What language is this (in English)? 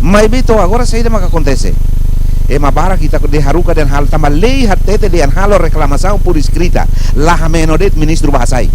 Tetum